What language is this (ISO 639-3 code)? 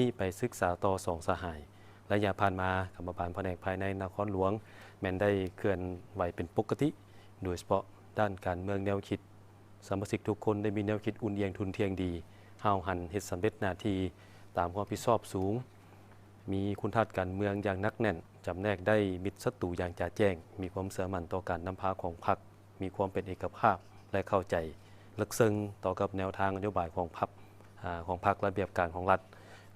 lao